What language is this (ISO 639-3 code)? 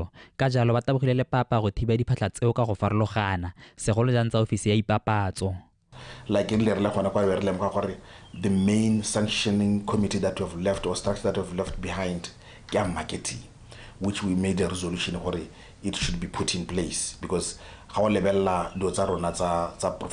tsn